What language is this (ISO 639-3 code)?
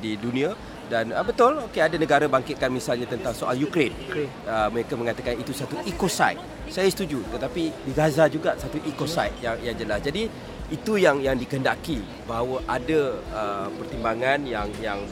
msa